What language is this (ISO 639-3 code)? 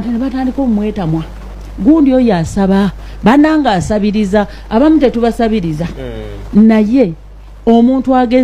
lug